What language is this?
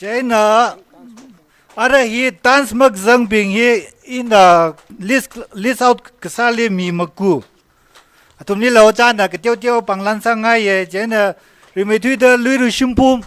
Tangkhul Naga (India)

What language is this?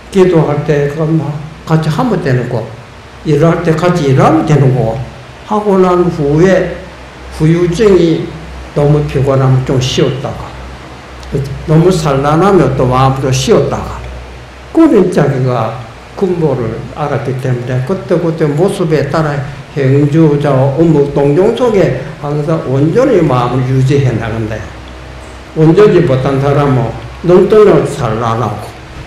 Korean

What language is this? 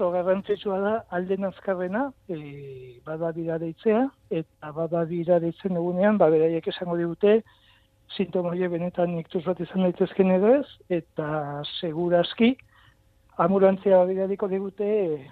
Basque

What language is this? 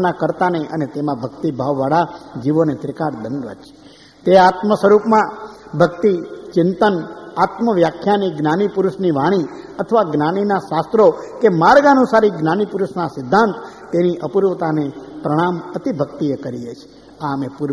Gujarati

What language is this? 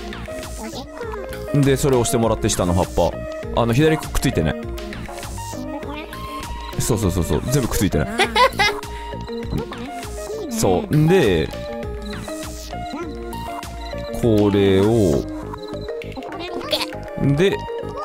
Japanese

